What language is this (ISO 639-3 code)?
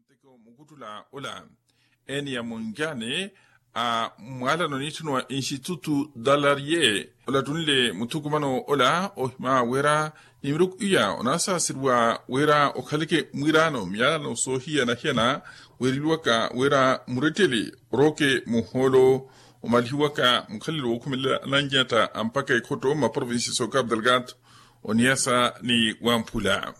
vmw